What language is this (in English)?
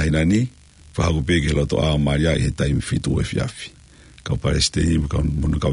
Tongan